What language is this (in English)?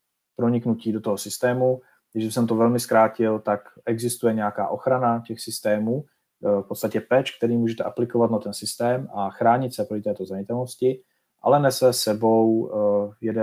Czech